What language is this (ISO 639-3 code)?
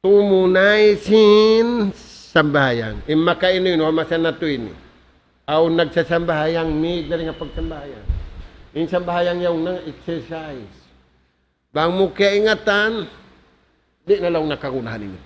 tsg